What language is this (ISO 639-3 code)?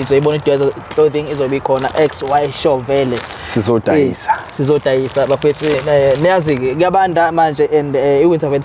zul